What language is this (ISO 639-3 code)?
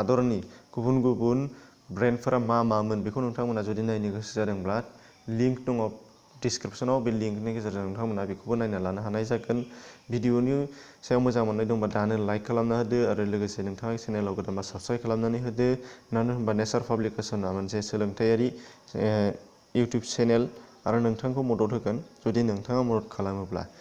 brx